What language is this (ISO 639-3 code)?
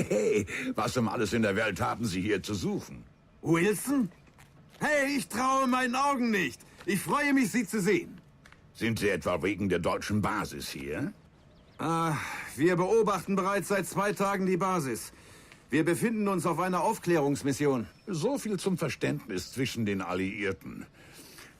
bar